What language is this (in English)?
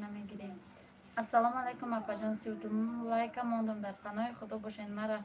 Tajik